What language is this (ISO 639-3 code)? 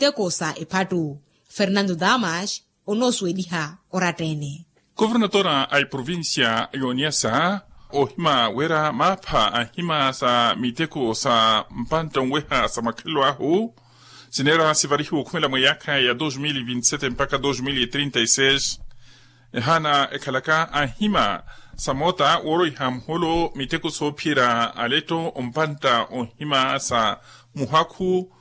vmw